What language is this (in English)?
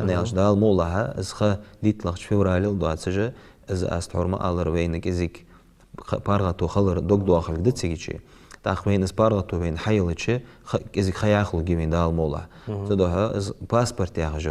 Ingush